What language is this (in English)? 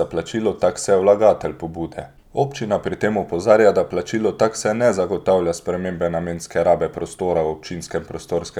Slovenian